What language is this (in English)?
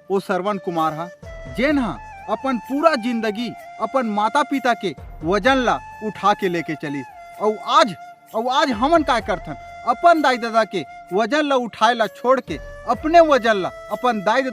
Chhattisgarhi